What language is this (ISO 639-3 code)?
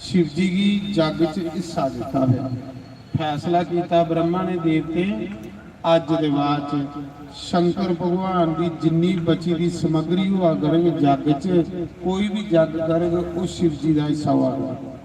doi